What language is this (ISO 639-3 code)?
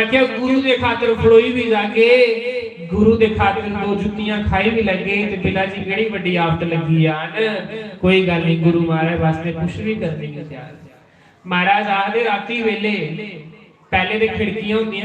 doi